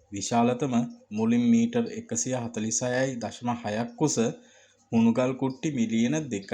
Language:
Sinhala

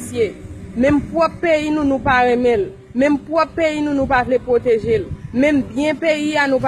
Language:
Haitian Creole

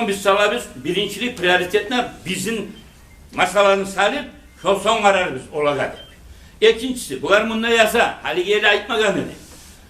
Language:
Kumyk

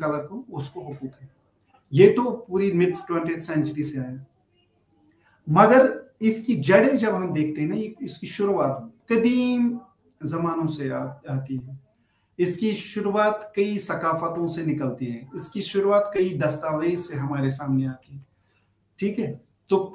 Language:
Urdu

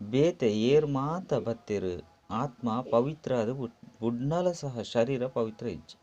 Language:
Tulu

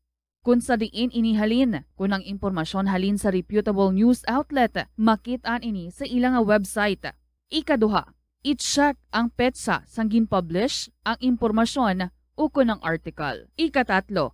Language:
Hiligaynon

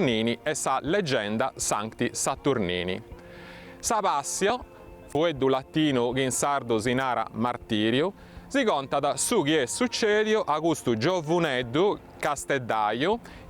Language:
Sardinian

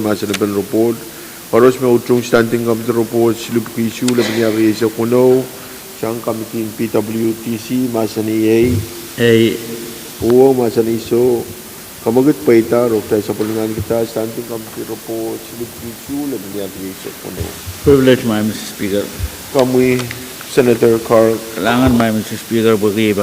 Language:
Pohnpeian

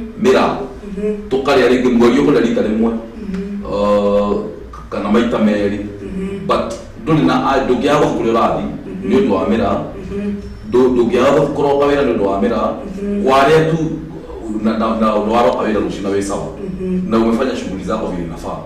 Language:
Kikuyu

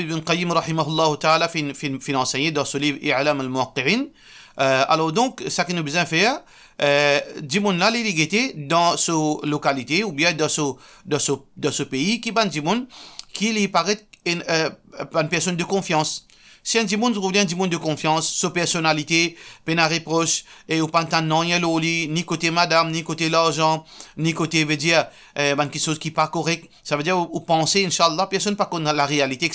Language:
Morisyen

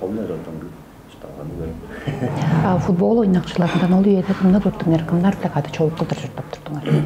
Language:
Tuvinian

